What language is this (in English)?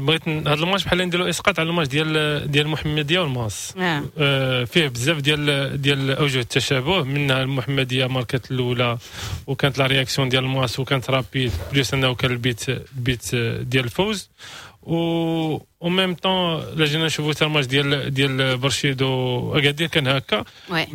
Moroccan Arabic